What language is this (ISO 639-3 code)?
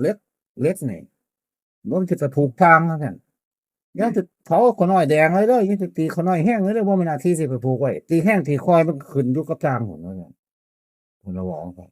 tts